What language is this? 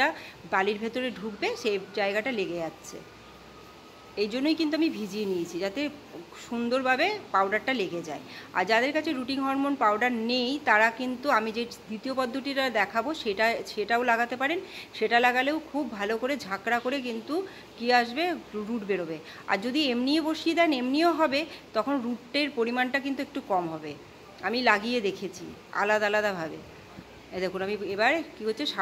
Bangla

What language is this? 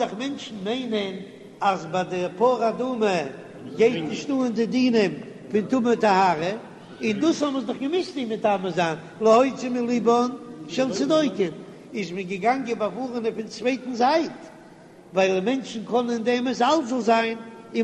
Yiddish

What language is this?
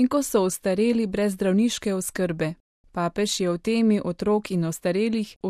Slovenian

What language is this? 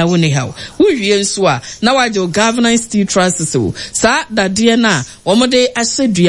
Akan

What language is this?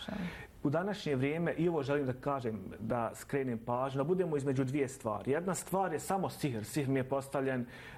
Bosnian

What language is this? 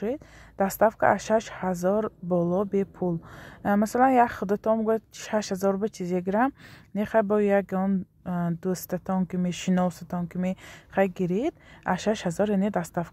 Tajik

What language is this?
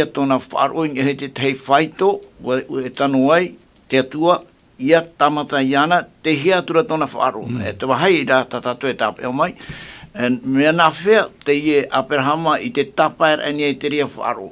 Tahitian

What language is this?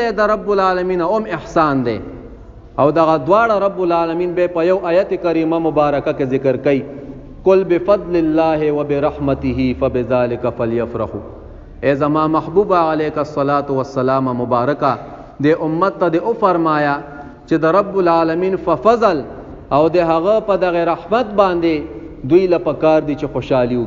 Pashto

